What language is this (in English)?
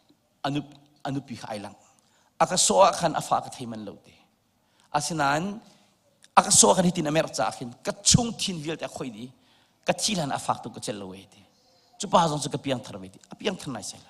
Hakha Chin